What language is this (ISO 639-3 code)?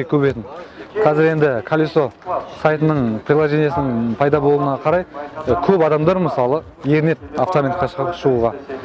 kaz